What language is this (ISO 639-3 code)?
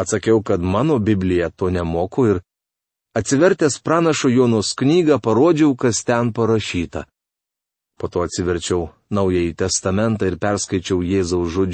lit